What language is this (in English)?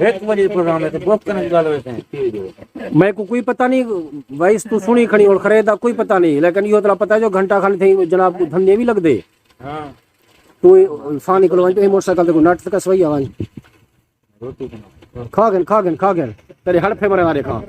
Saraiki